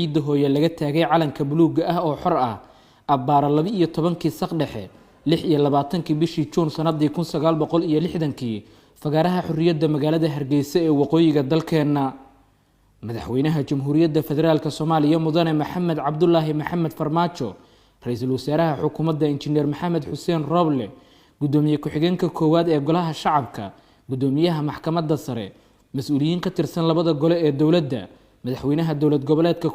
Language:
Somali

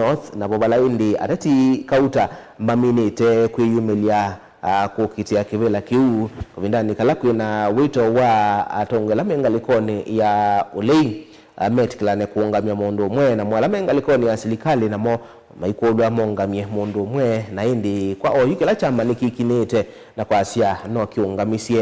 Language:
Kamba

